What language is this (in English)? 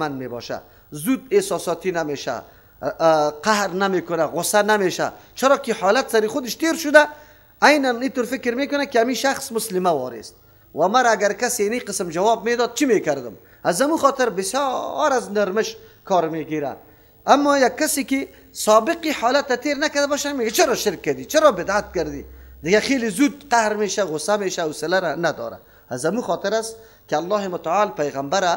Persian